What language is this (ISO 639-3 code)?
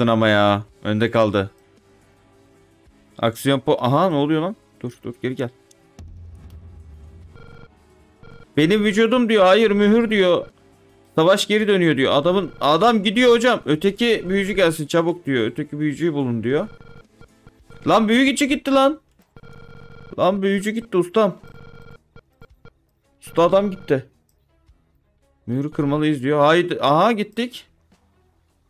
tur